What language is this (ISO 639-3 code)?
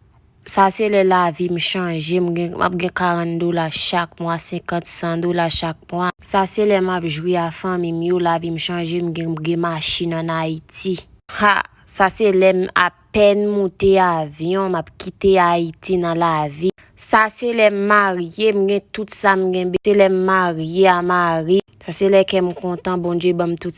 hat